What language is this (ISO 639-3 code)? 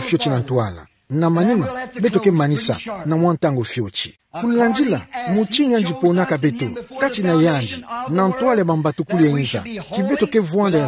ktu